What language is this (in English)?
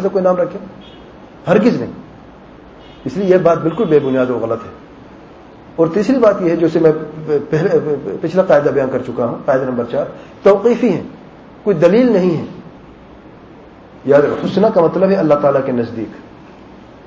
Urdu